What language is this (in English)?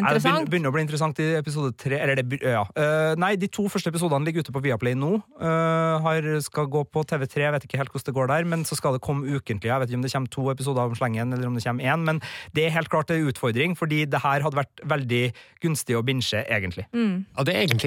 Norwegian